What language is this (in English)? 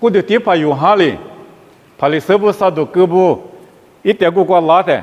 Lisu